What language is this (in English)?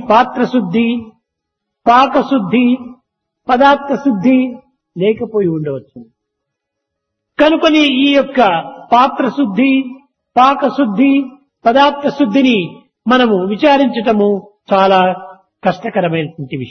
Telugu